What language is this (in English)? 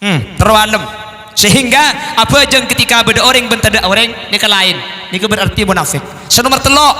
Madurese